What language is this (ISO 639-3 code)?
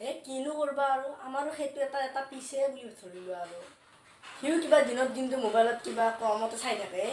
asm